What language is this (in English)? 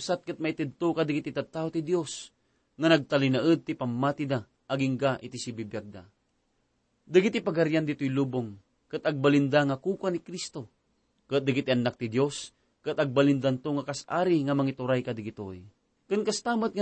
Iloko